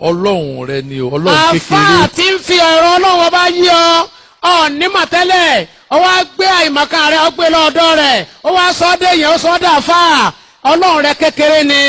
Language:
Yoruba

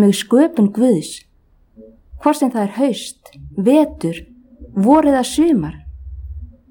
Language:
Icelandic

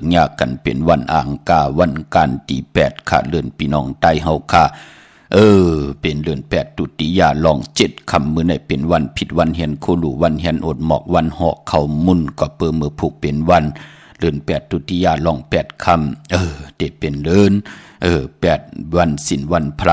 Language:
Shan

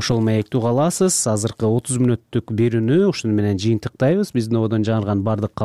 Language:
Kyrgyz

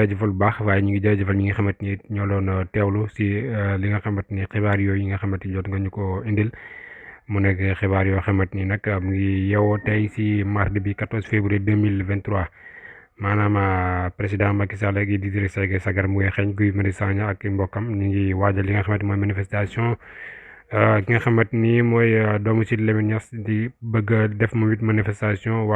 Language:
Wolof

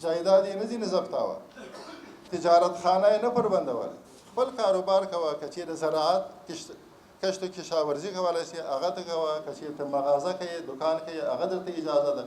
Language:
Pashto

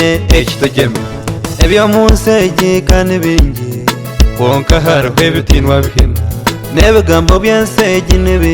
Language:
Nyankole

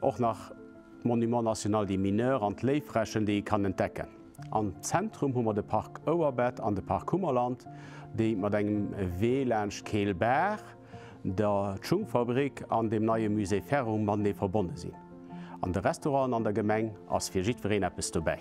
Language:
Luxembourgish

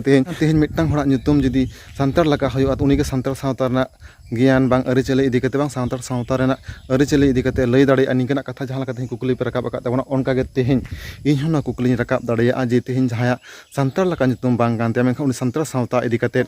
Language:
Santali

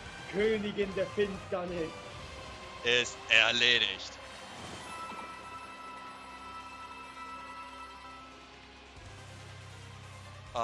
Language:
German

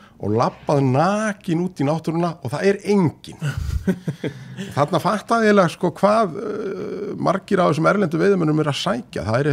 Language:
Icelandic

